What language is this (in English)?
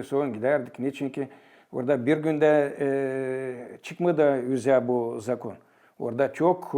Gagauz